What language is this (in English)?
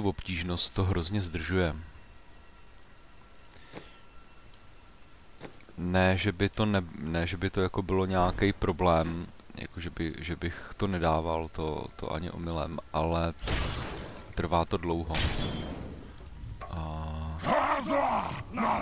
Czech